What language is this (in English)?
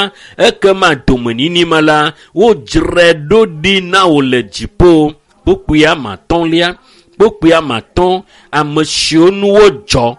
Ewe